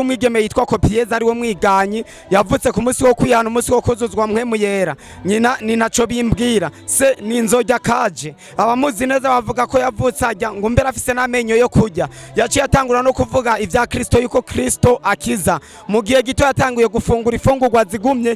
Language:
Rundi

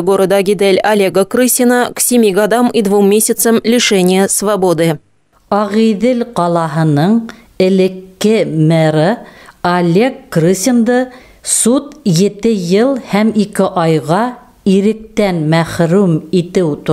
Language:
Bashkir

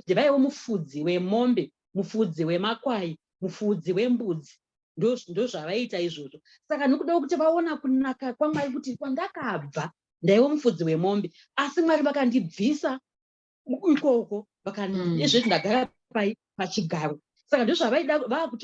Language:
Shona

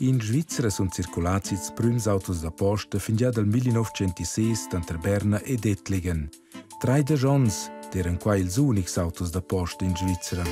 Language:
Romansh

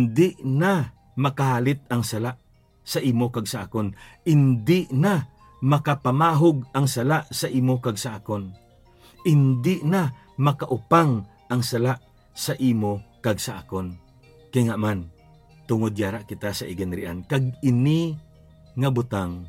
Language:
Hiligaynon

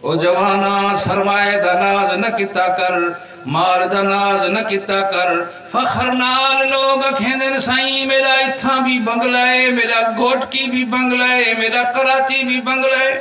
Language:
Saraiki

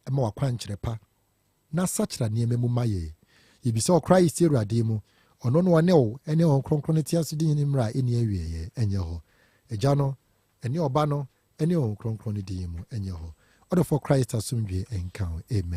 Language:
Akan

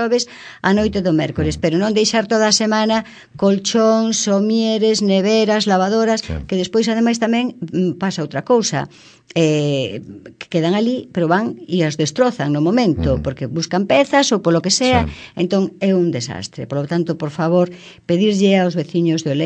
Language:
Galician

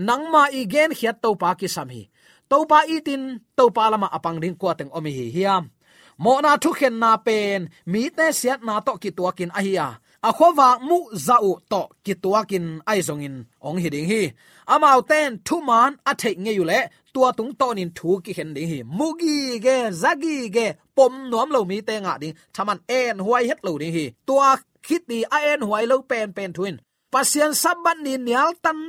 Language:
Tedim Chin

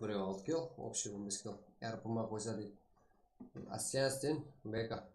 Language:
Kara-Kalpak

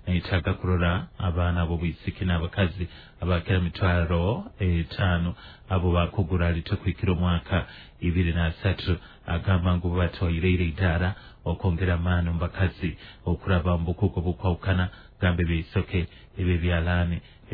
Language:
Nyoro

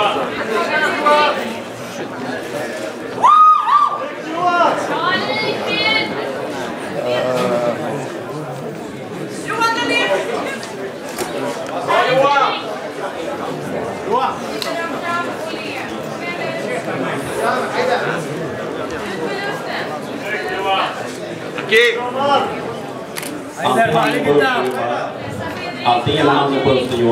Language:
Swedish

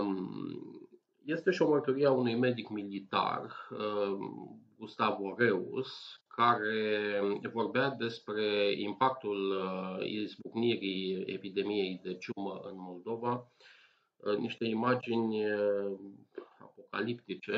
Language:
Romanian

